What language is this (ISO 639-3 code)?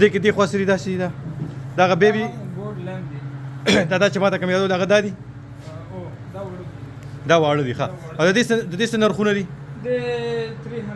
pus